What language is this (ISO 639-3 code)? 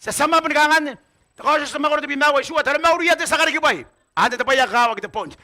gil